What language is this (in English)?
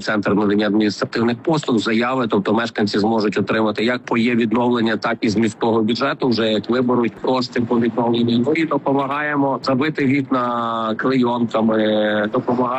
Ukrainian